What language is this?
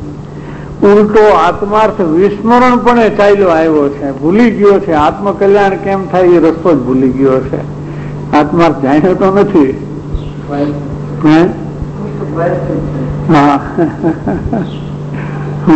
Gujarati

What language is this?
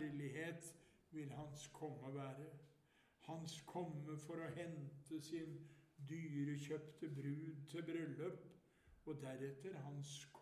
Norwegian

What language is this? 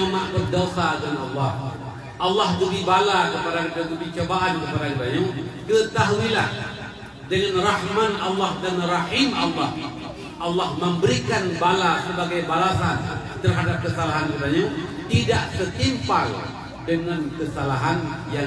Achinese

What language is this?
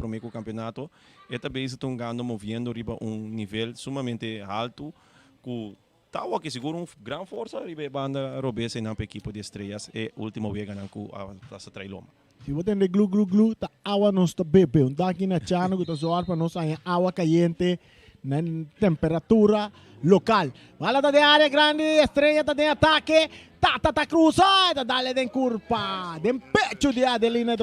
Papiamento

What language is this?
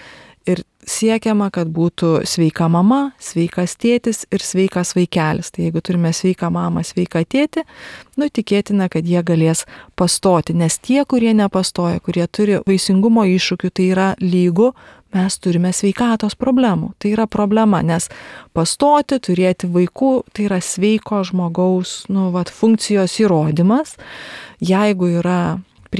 Lithuanian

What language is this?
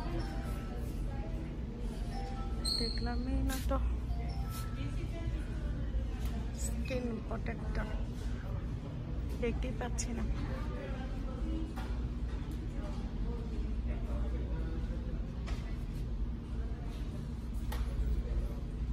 Bangla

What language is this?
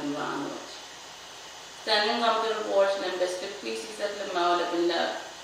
Pohnpeian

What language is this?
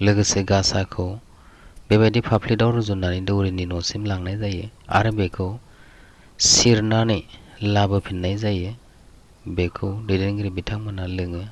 Bodo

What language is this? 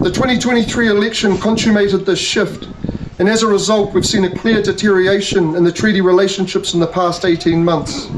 Māori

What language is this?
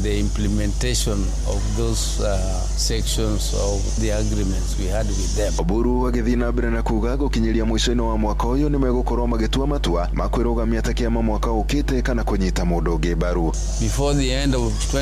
Kikuyu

